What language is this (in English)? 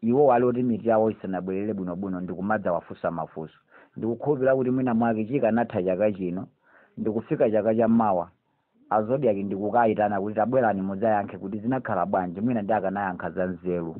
Nyanja